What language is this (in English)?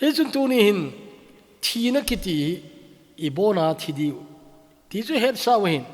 Thado Chin